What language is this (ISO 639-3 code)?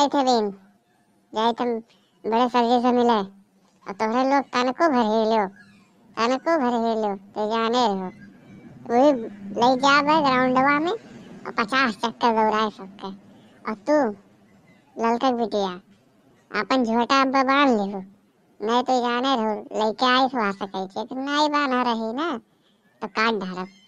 awa